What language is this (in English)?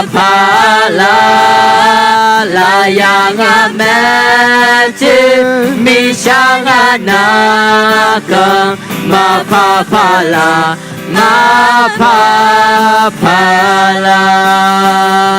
Akha